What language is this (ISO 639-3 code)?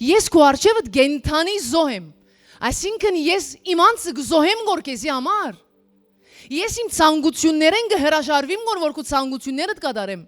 hyw